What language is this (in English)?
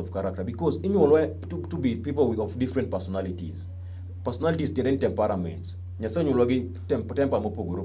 Luo (Kenya and Tanzania)